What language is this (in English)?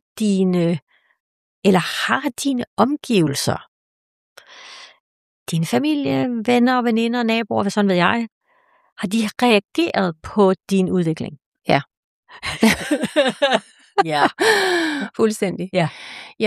Danish